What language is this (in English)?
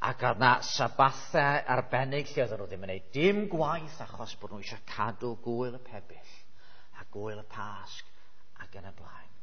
Welsh